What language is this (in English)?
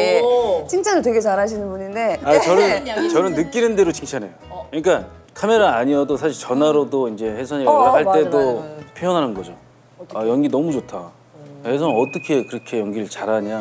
Korean